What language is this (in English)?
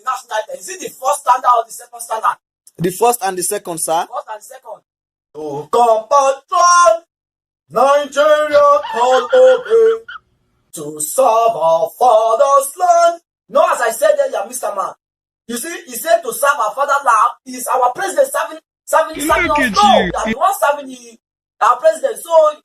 Nigerian Pidgin